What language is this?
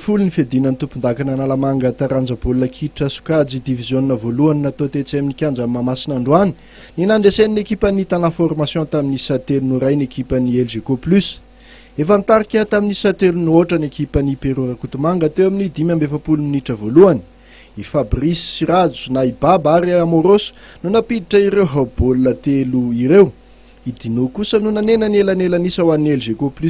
Malagasy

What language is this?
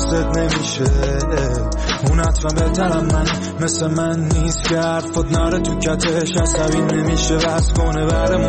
Persian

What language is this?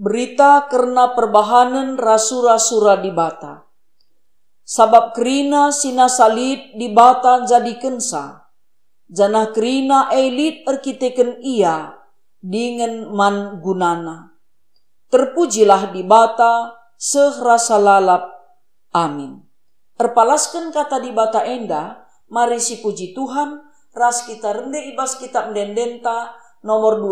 Batak Karo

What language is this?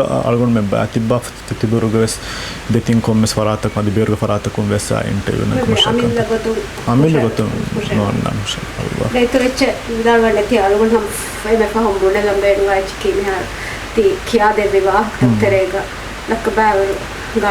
Divehi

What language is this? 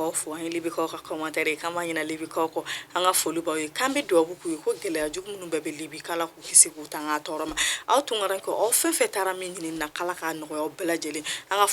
Bambara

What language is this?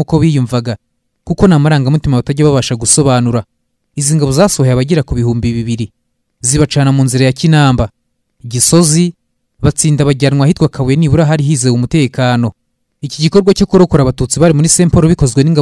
Kinyarwanda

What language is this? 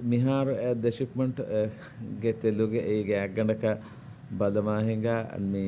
Divehi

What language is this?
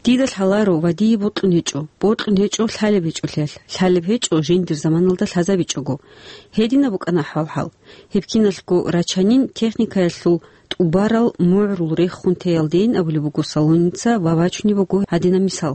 Avaric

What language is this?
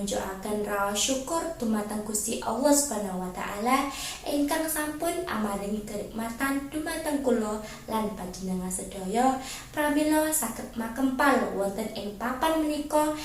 Javanese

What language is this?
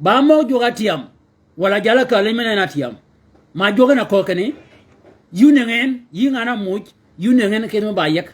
Shilluk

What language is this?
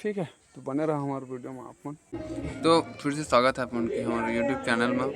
Chhattisgarhi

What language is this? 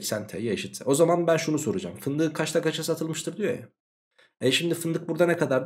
Turkish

